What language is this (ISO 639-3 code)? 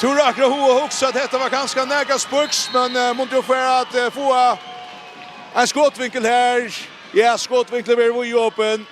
fao